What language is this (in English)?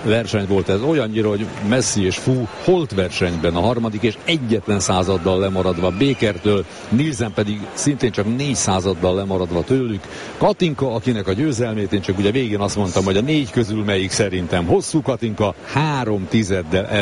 Hungarian